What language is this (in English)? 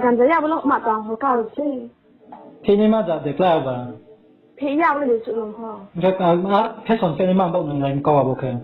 Riang (India)